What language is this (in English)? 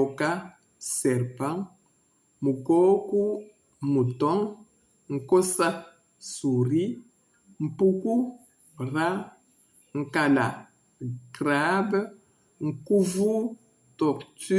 Luba-Lulua